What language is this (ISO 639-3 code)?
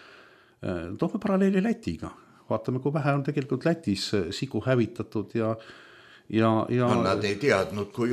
est